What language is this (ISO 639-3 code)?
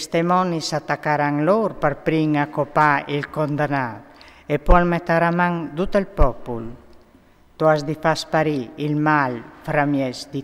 fur